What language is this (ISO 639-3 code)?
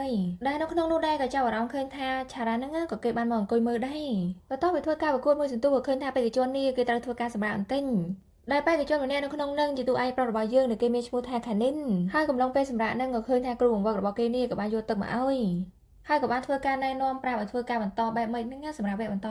khm